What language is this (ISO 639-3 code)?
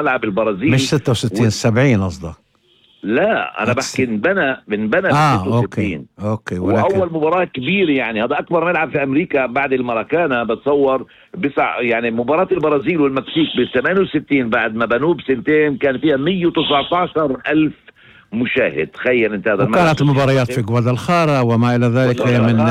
apc